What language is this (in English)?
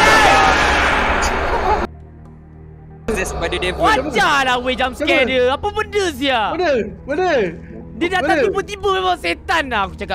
Malay